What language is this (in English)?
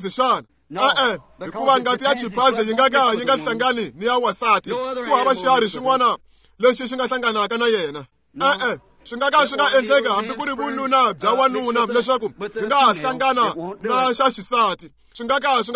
Tsonga